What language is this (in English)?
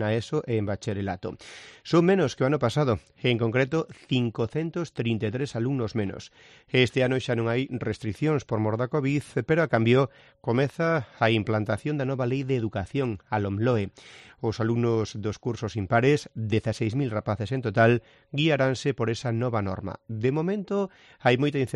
Galician